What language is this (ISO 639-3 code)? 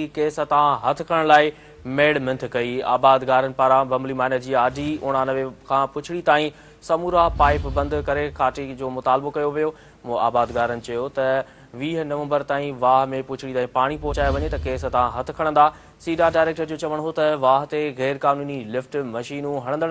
snd